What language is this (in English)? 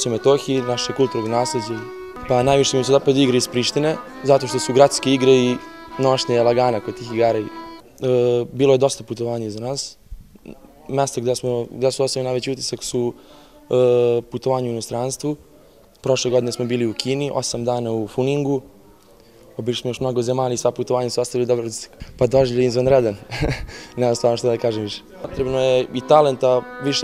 Serbian